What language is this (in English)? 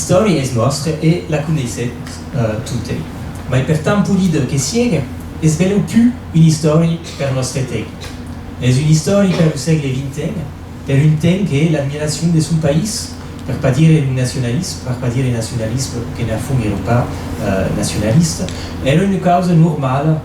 Occitan